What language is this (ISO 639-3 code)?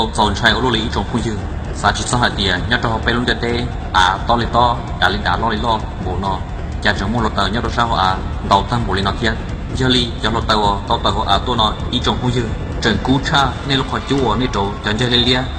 hmn